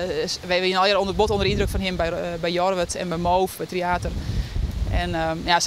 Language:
Western Frisian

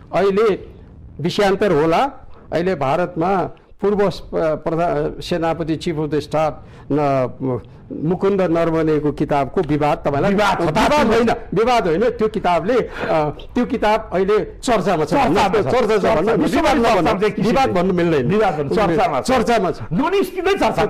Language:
Nepali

